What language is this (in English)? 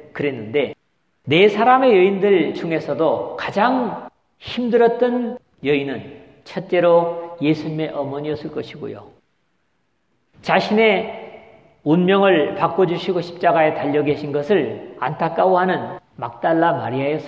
Korean